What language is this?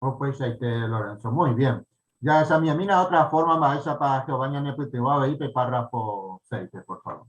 Guarani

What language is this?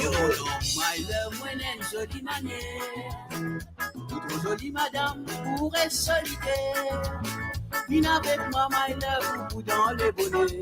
Morisyen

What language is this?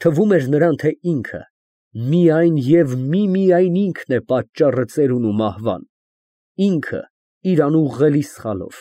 Armenian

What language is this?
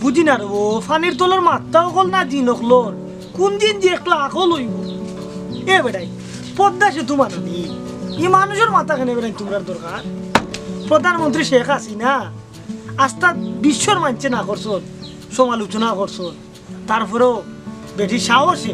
Sylheti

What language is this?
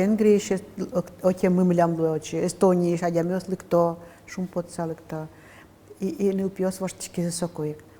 Udmurt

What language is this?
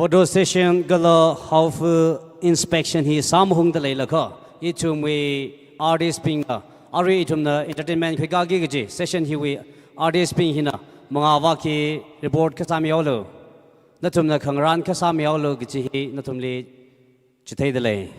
Tangkhul Naga (India)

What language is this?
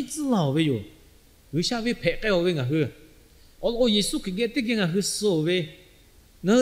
Lahu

